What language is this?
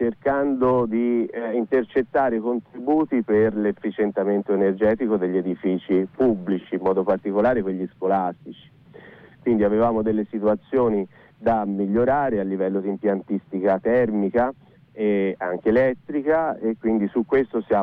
Italian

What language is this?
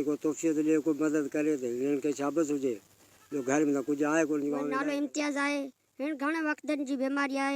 Sindhi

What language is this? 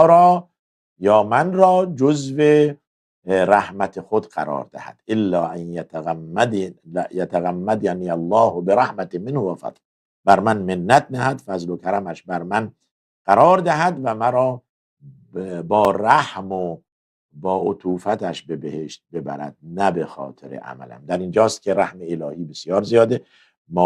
Persian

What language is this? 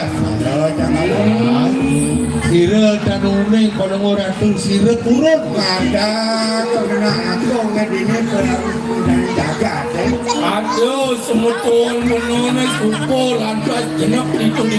Balinese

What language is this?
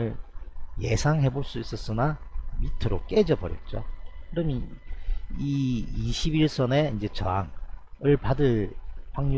Korean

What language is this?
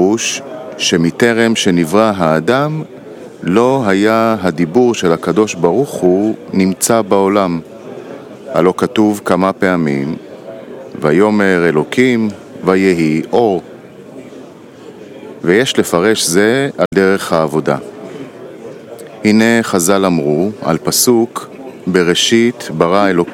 Hebrew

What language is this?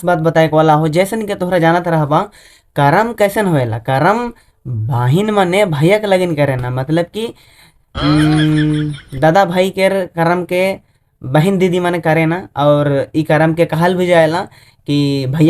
Sadri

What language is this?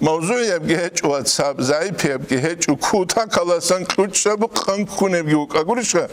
Avaric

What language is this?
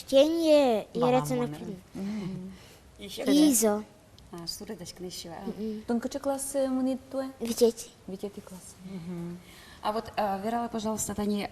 Udmurt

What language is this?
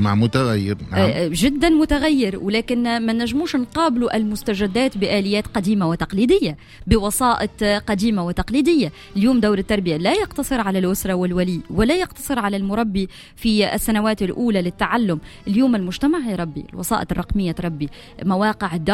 Tunisian Arabic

